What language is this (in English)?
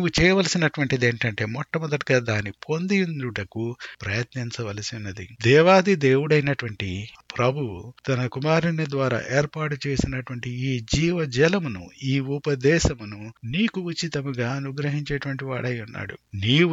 Telugu